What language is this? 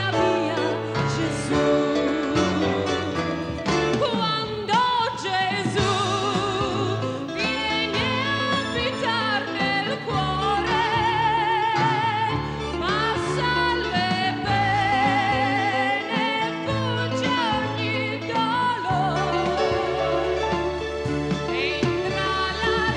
Italian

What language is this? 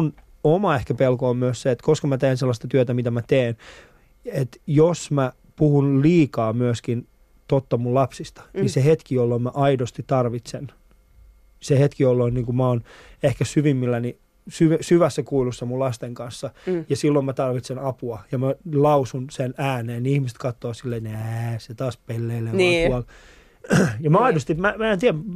Finnish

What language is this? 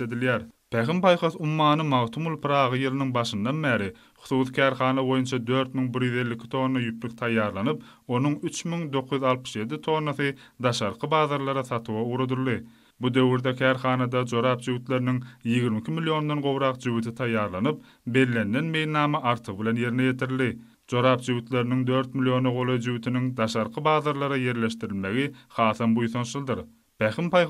Turkmen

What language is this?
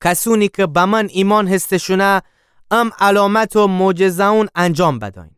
Gilaki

